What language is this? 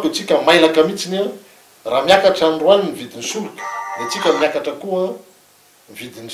Malagasy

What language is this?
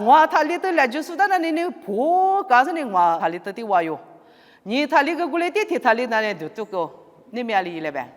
Lisu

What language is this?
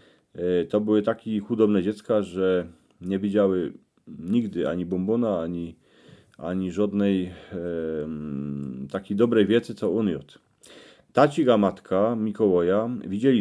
Silesian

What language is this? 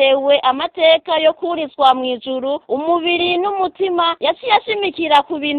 Rundi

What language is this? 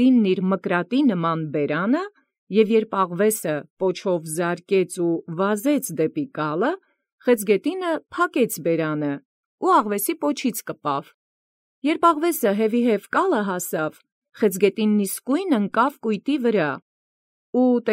Armenian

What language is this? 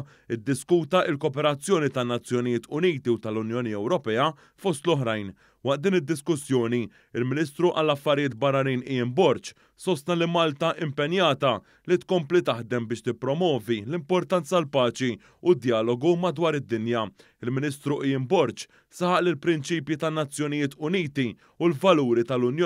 Maltese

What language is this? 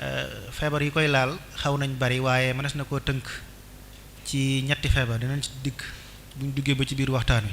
Wolof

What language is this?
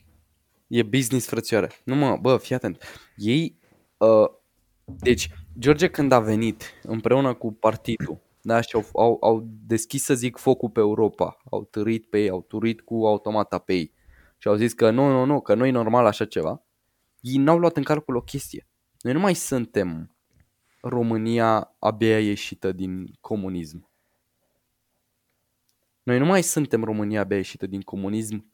Romanian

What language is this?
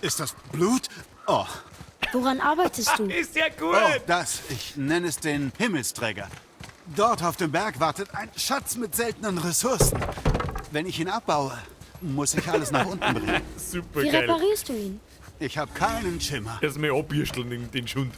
Bavarian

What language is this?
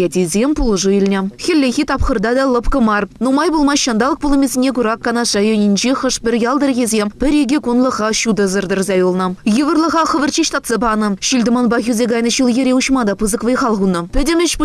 Chuvash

